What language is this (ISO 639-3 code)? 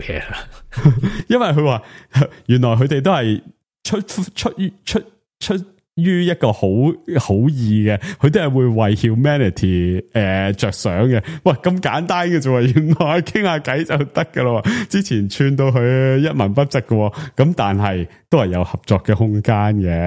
yue